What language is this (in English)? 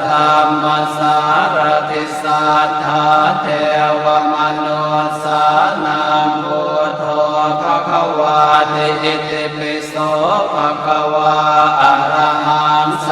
Pali